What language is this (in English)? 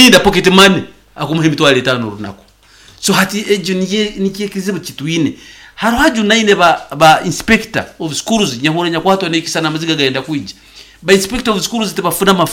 Nyankole